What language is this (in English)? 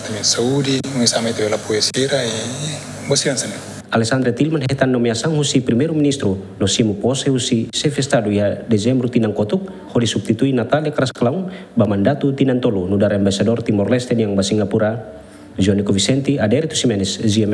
Tetum